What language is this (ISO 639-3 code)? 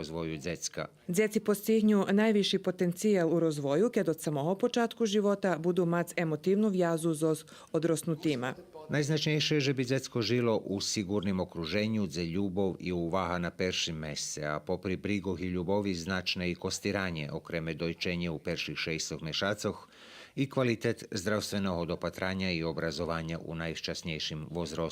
rue